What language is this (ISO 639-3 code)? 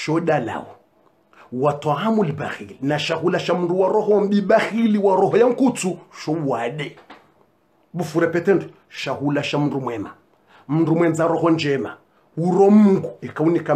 swa